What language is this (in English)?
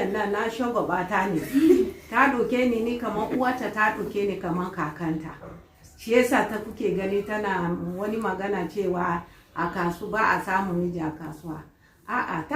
Hausa